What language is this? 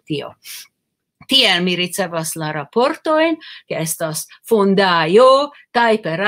Esperanto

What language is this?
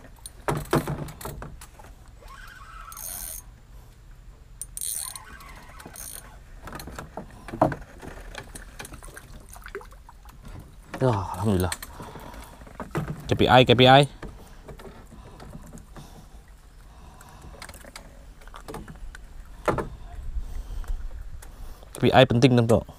Malay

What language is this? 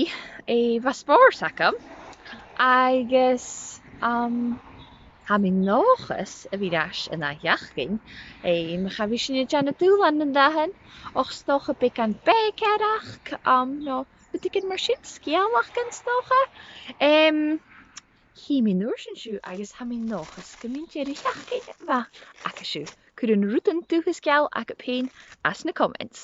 Scottish Gaelic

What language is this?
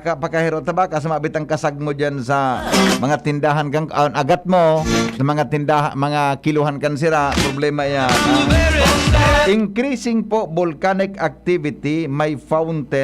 Bikol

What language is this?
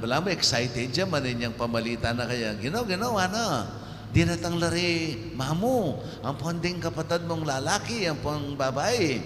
Pampanga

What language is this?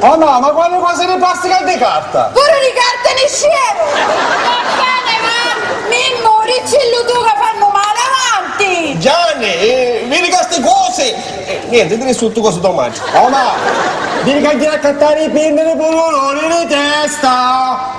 Sicilian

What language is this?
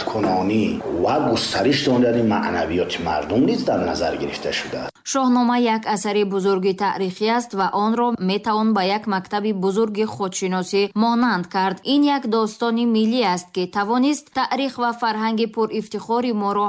Tajik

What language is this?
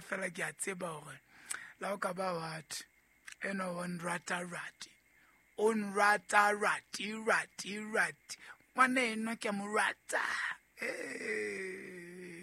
Southern Sotho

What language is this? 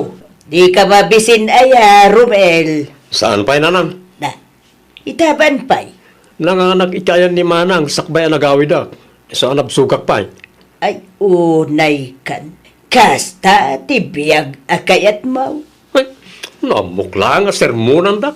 Iloko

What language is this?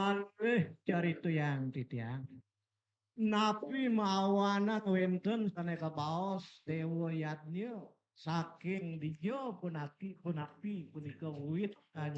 Balinese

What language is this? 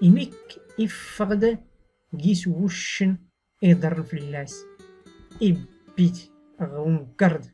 Tachelhit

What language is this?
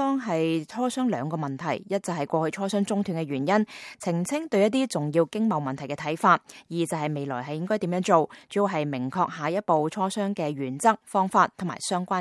Cantonese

